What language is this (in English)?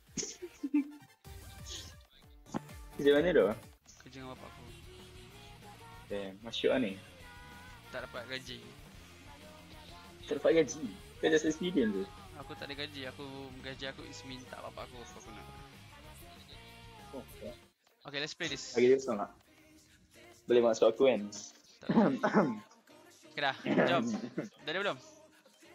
Malay